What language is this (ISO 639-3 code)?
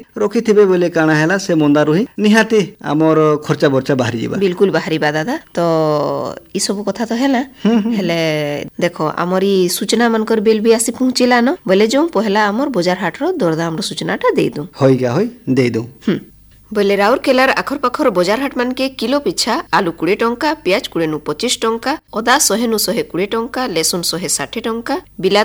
ori